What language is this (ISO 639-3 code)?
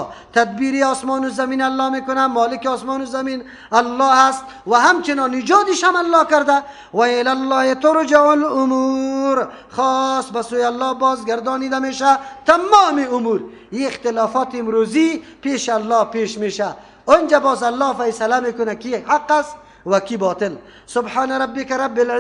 fas